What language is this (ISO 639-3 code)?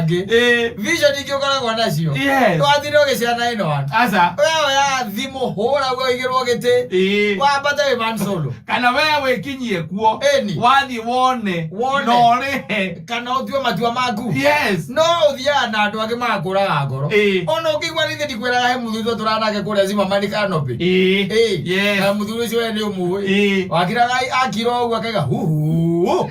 kik